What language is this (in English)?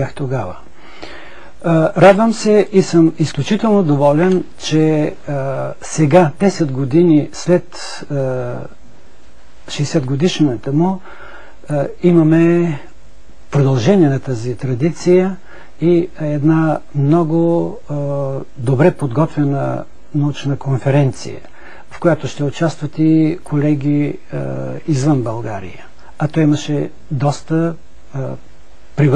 Bulgarian